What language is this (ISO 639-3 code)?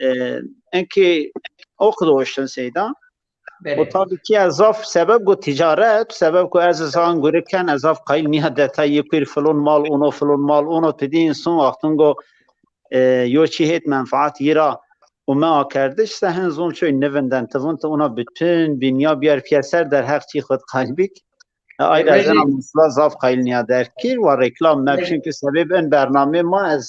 zza